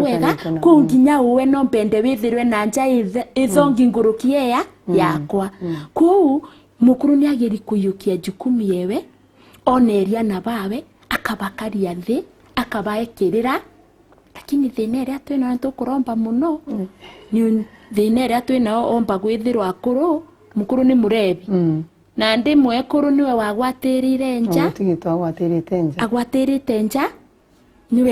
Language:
Meru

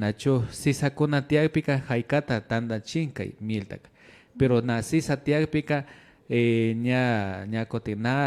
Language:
Imbabura Highland Quichua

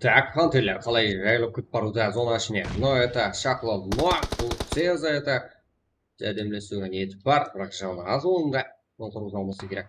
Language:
Kara-Kalpak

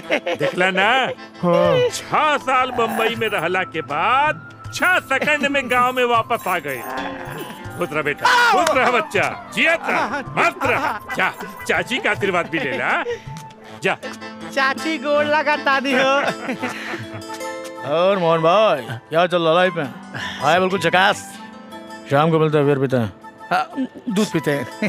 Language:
Bhojpuri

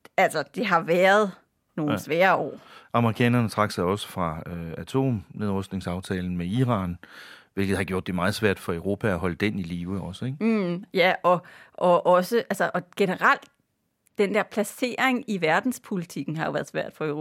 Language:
Danish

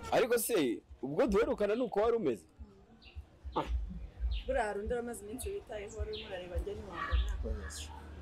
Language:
Kinyarwanda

